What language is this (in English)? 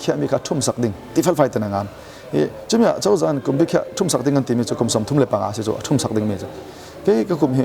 Falam Chin